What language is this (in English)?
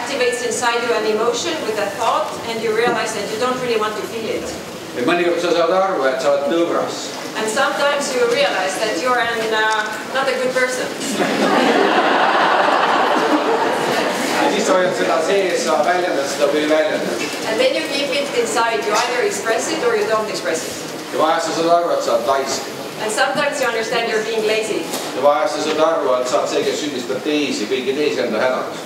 Estonian